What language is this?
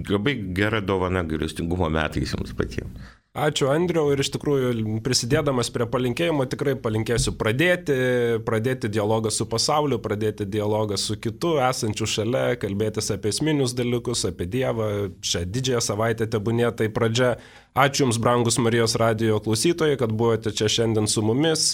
Lithuanian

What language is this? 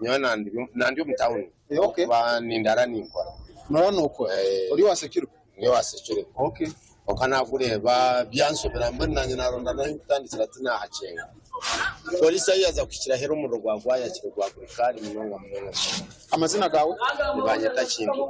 Nyankole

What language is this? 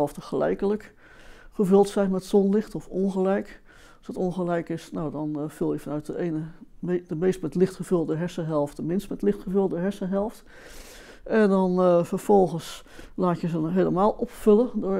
Dutch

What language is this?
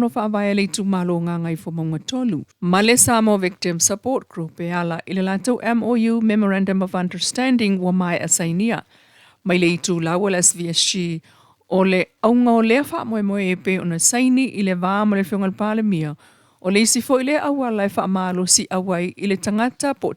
Samoan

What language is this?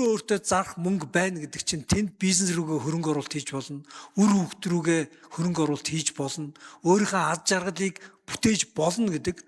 Mongolian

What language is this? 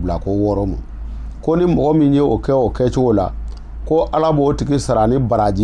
Bambara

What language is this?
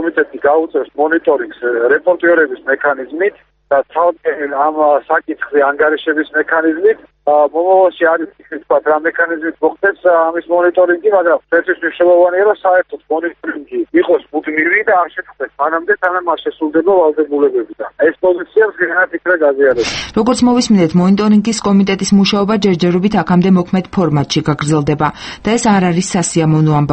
Georgian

